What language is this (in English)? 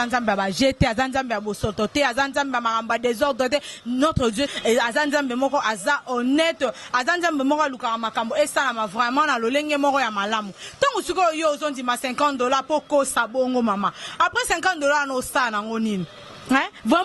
Lingala